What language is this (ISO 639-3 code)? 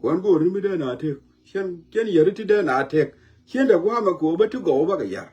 nus